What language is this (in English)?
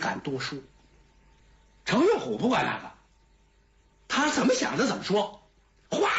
Chinese